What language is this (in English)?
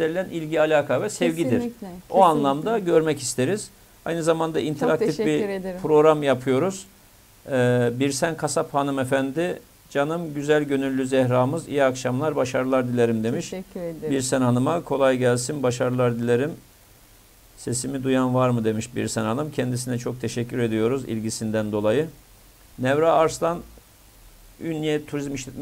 Turkish